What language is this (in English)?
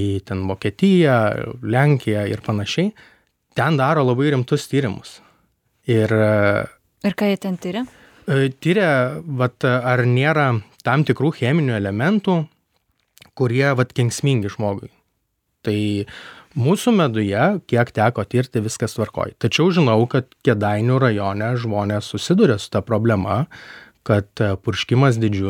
Lithuanian